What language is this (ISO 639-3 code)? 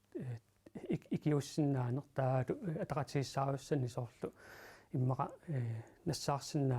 kal